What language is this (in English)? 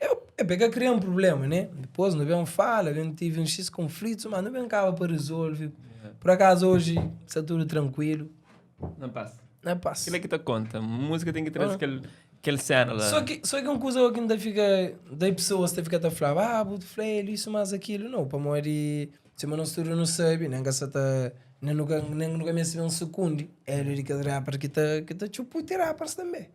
Kabuverdianu